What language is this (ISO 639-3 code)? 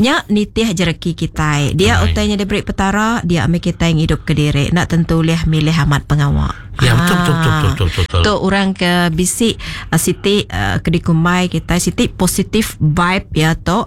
iba